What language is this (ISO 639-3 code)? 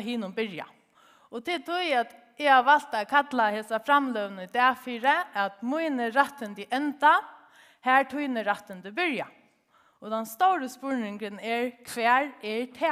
fao